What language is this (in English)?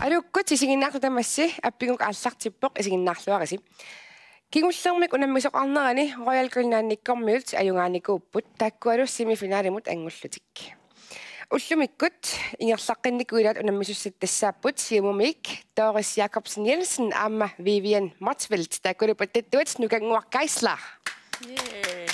Kalaallisut